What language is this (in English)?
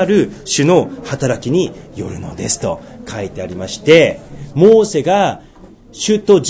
Japanese